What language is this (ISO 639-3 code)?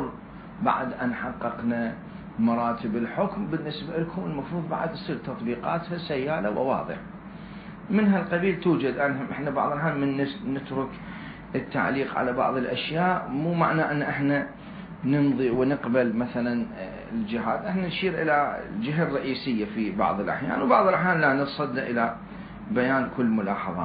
acm